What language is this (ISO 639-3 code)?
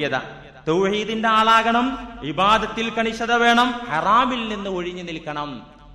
mal